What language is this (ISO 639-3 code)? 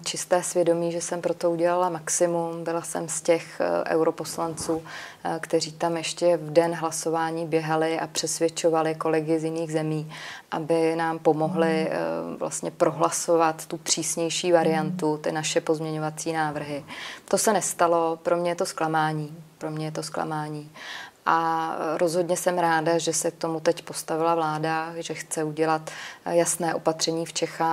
ces